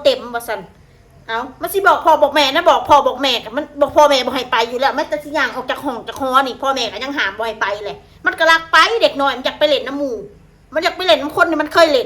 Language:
Northeastern Thai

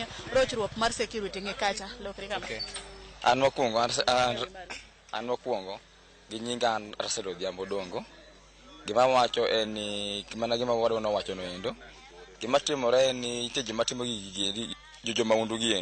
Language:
Luo (Kenya and Tanzania)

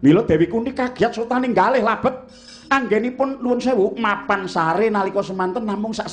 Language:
Javanese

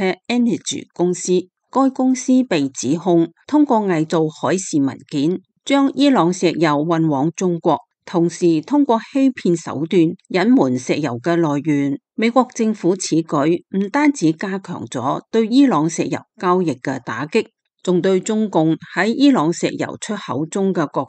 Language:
Cantonese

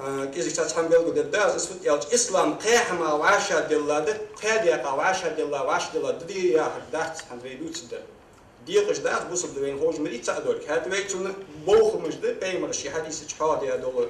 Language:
Ingush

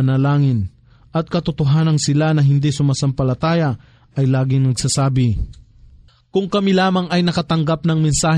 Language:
Filipino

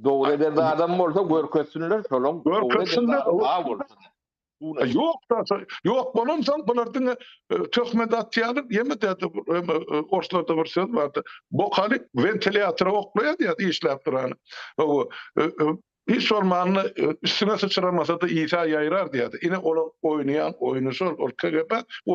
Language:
Turkmen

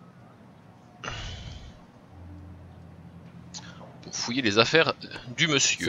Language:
French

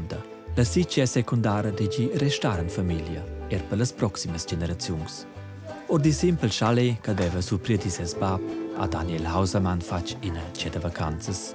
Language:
Romansh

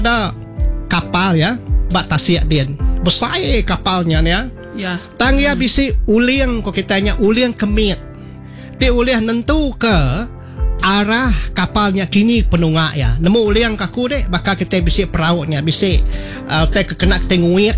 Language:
Iban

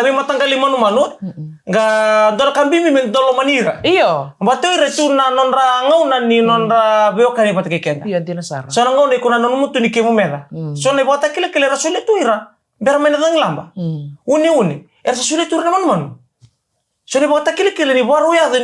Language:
Fijian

